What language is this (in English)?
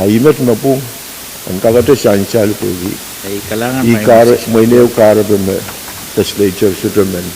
Pohnpeian